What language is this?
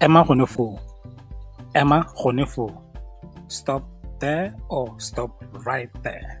Tswana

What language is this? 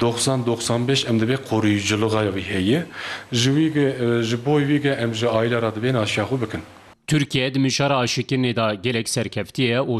Kurdish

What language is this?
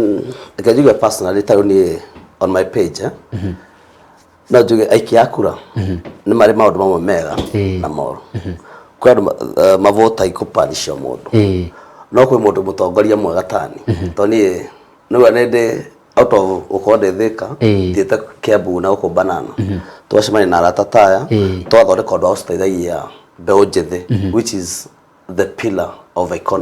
Kikuyu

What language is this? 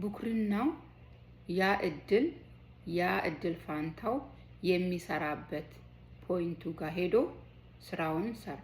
Amharic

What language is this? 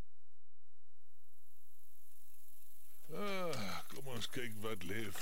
Afrikaans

